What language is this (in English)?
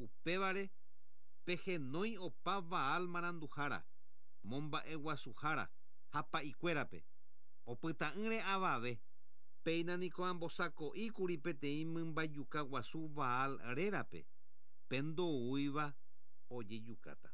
Guarani